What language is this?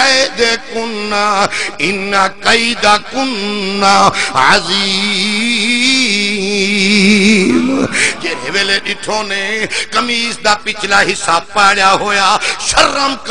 Saraiki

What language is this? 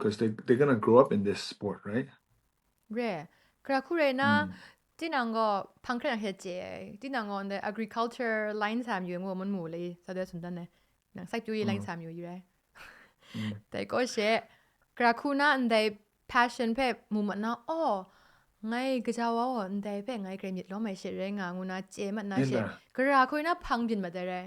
Kachin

